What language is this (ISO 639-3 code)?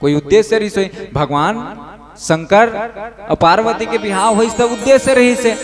hne